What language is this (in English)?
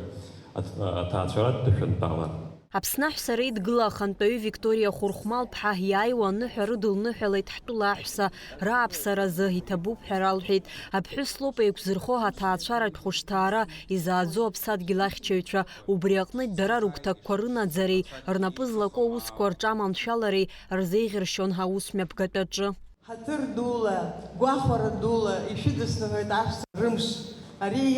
Abkhazian